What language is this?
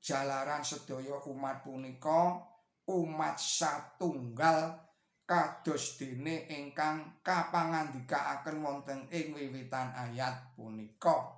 Javanese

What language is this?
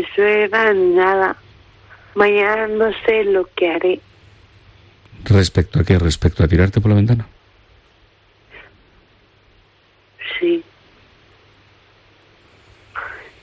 Spanish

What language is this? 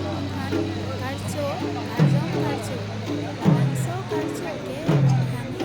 Karbi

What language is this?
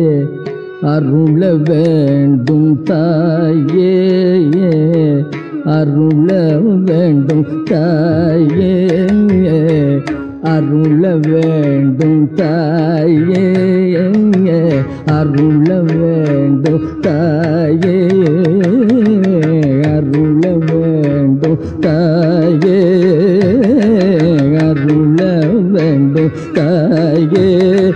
Tamil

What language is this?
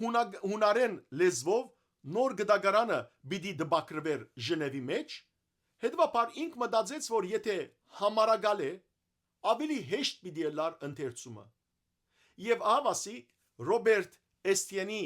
Western Armenian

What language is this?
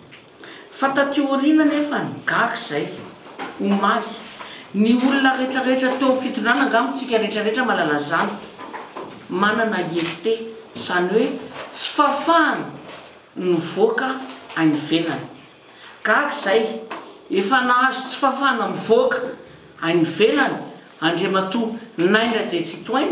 Malagasy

